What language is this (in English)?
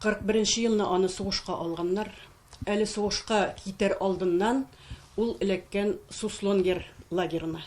Tatar